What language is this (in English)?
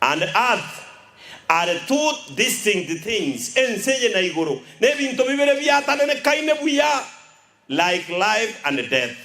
Gusii